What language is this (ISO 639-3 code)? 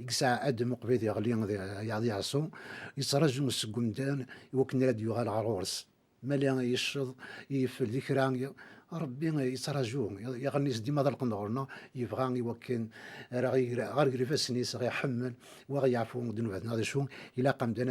kab